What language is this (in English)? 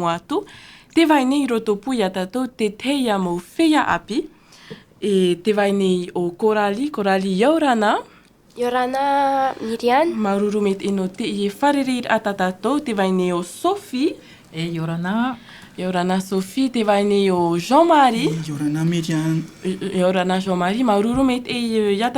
Tahitian